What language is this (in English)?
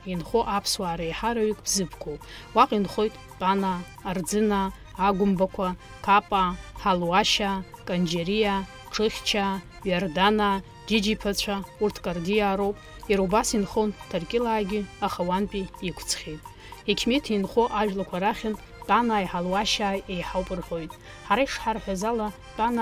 Abkhazian